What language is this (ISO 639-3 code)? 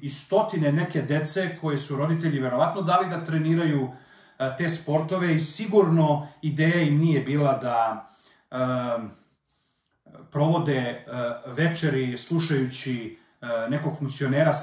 srp